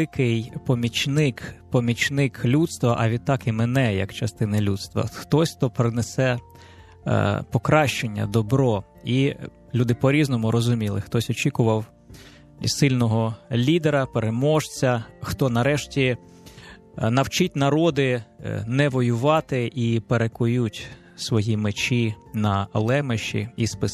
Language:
Ukrainian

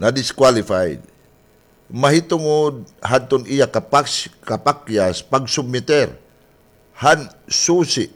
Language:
Waray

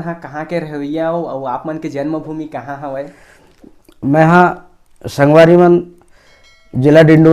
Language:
Chhattisgarhi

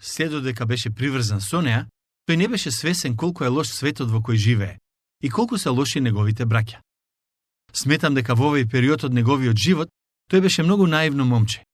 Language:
Macedonian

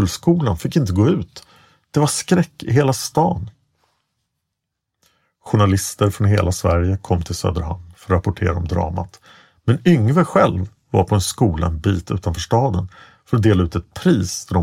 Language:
Swedish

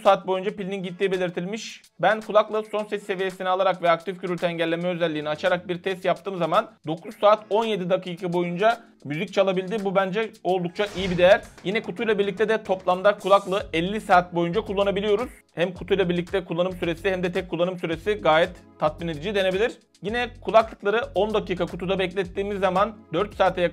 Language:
Turkish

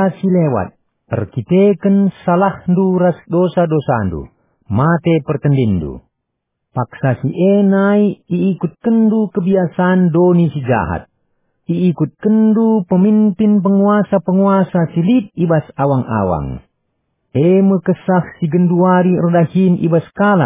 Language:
Batak Karo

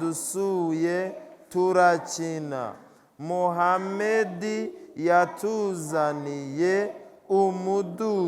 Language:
Kinyarwanda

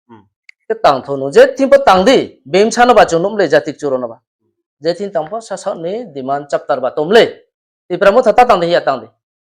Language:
Riang (India)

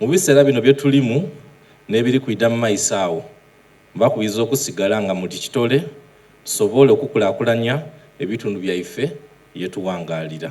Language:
Soga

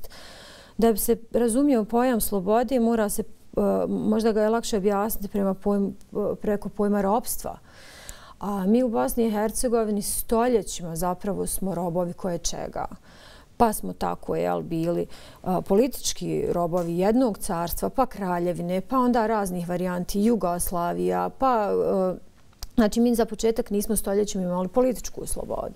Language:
Bosnian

